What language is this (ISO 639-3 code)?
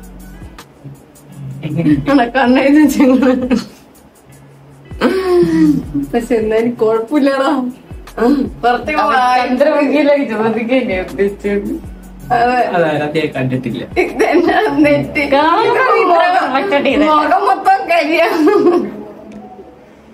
mal